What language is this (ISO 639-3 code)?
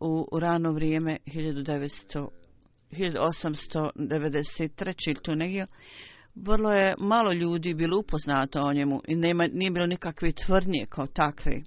bos